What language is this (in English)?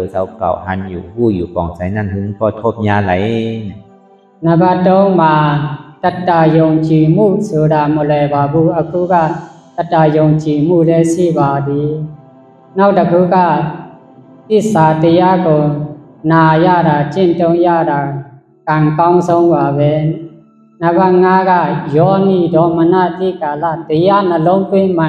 Shan